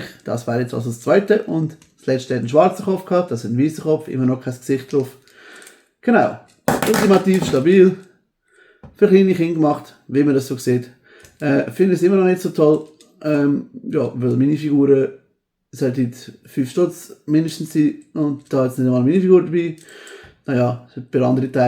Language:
Swiss German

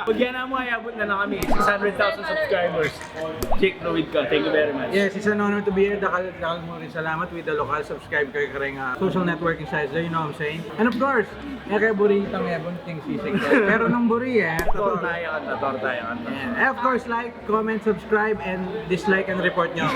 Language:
Pampanga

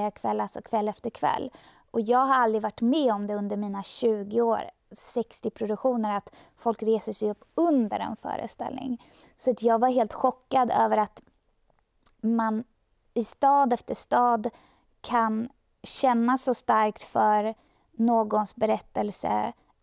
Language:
Swedish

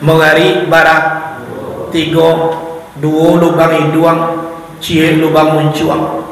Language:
Minangkabau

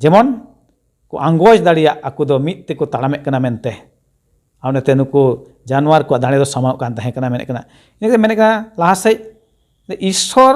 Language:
Santali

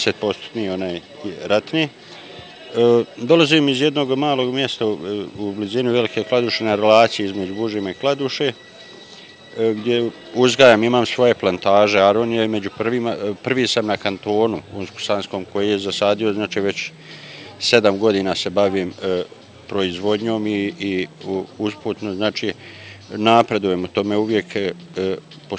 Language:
Bosnian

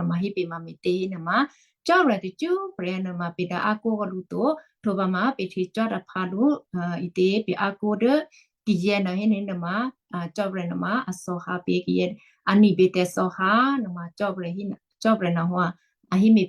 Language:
Western Kayah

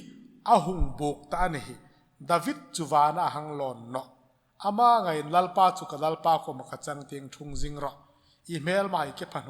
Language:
Hmar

